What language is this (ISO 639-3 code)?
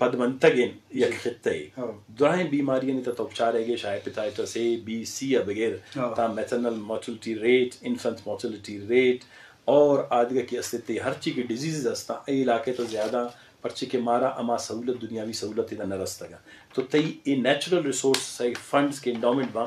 bgp